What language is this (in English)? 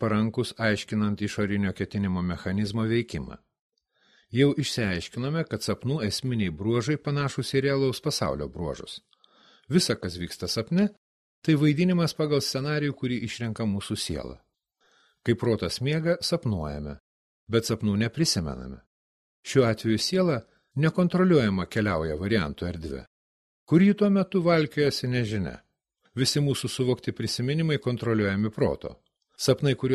Lithuanian